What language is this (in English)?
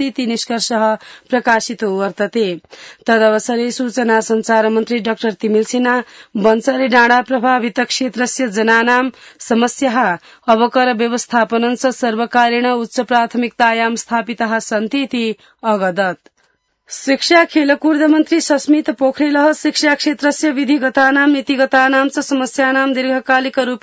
Sanskrit